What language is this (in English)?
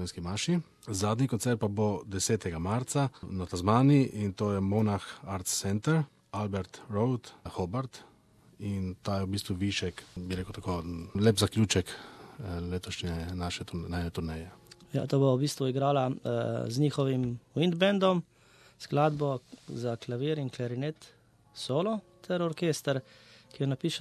Slovenian